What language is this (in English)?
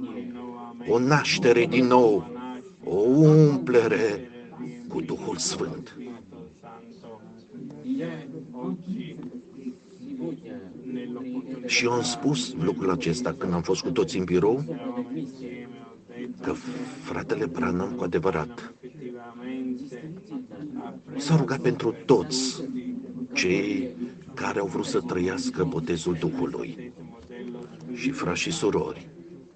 Romanian